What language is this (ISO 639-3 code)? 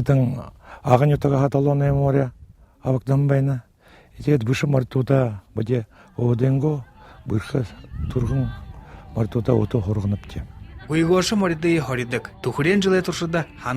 bua